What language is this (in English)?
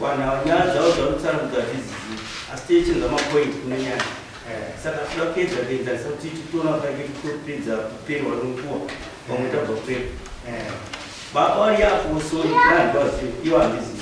Shona